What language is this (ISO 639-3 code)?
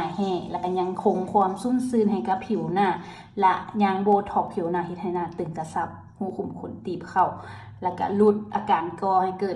lao